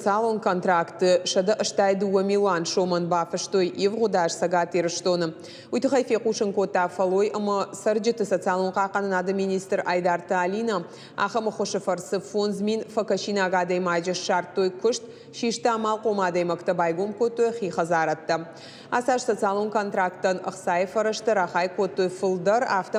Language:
Ossetic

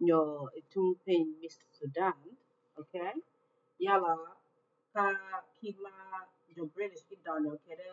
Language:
Acoli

